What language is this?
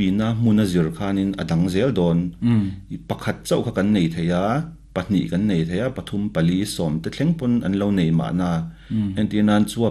Mizo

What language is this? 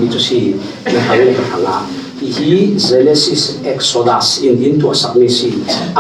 Falam Chin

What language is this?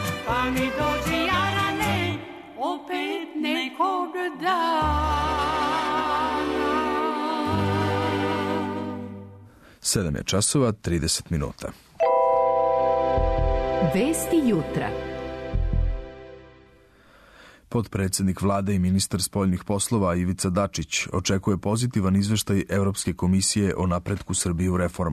Serbian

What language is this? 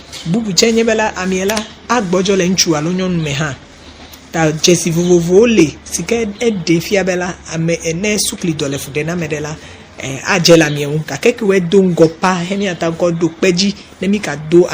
Ewe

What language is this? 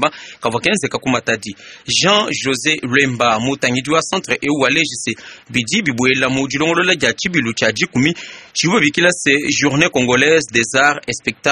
Luba-Lulua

